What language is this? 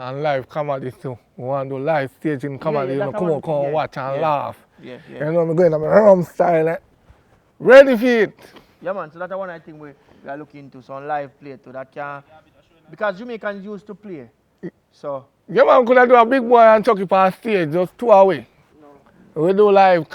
Jamaican Creole English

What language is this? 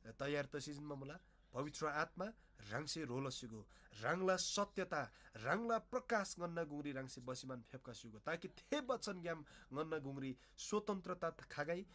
Eastern Tamang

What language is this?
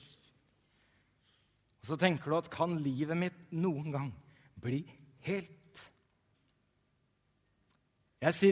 Norwegian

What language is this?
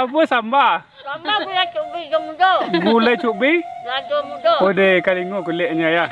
Minangkabau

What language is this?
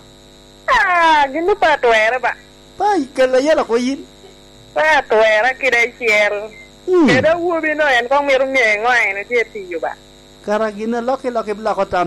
Lango (Uganda)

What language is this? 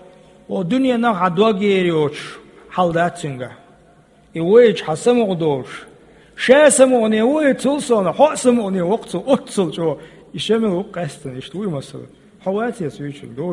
Chechen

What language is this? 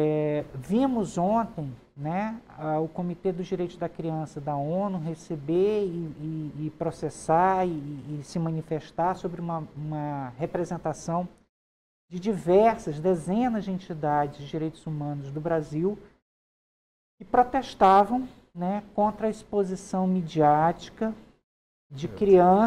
Portuguese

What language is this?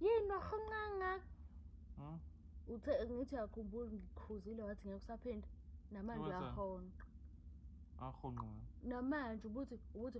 Zulu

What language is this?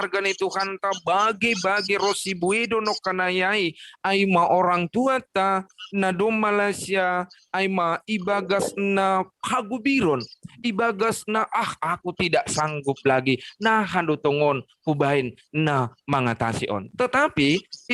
Batak Simalungun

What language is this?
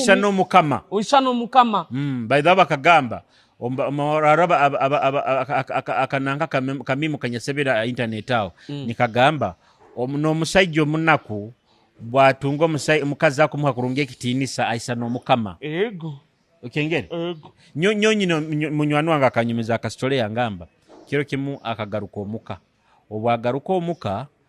Nyoro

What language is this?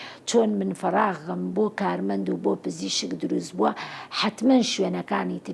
Central Kurdish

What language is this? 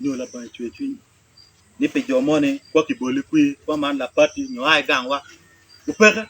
Acoli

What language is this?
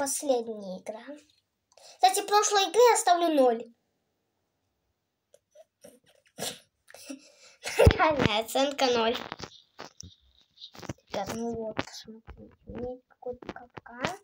Russian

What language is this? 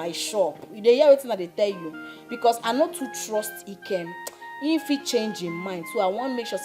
Nigerian Pidgin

